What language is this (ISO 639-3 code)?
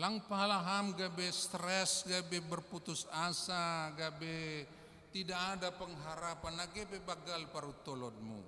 bts